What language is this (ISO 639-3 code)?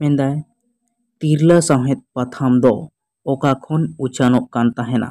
sat